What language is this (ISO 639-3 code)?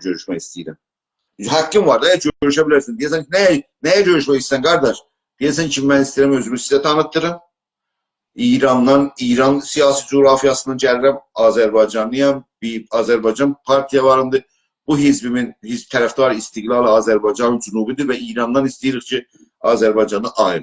azb